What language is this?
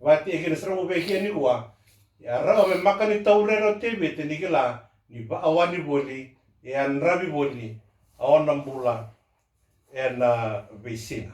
Fijian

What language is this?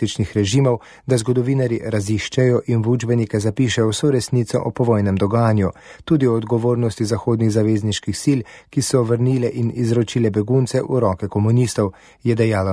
Slovenian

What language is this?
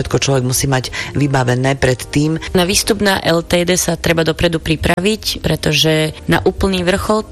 Slovak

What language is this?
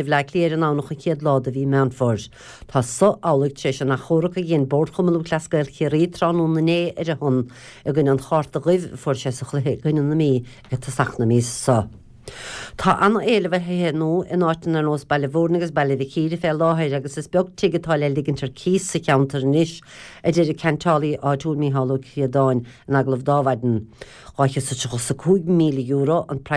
Irish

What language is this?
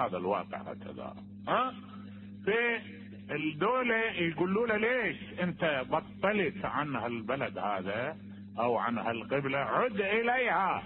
Mesopotamian Arabic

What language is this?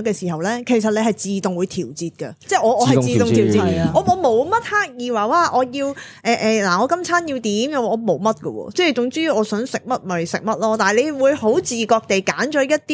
Cantonese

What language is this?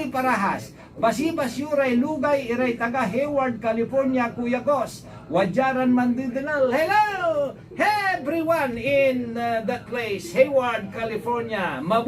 Pangasinan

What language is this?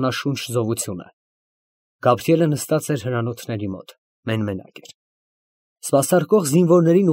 Armenian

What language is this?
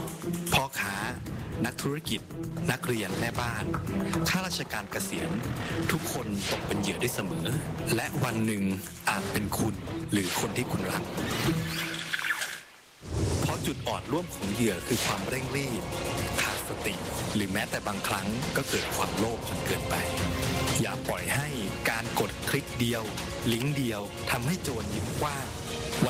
Thai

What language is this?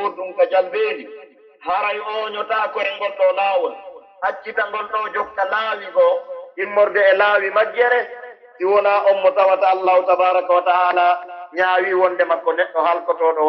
Pular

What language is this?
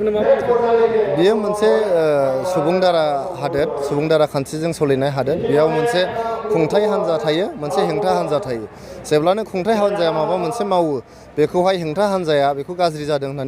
Bodo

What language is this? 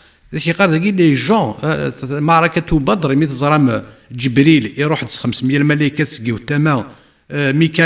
Kabyle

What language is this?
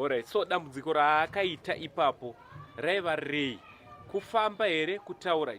Shona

